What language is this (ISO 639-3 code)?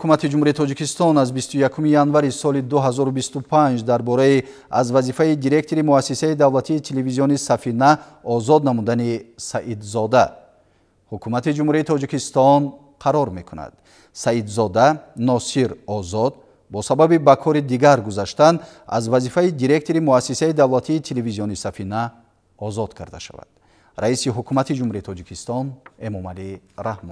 tgk